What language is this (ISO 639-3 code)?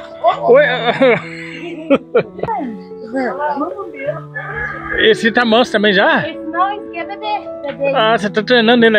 por